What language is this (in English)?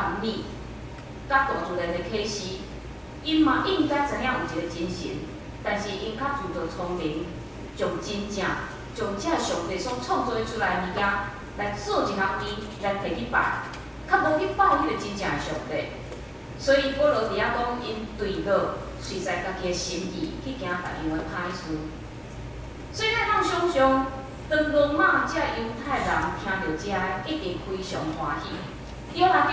Min Nan Chinese